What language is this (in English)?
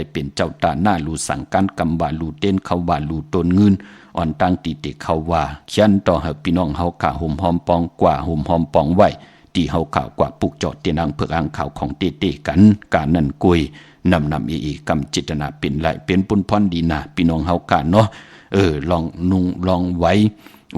Shan